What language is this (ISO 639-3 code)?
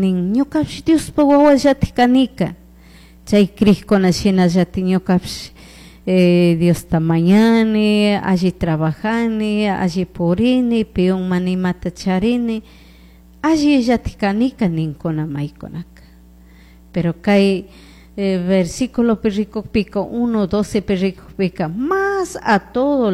qug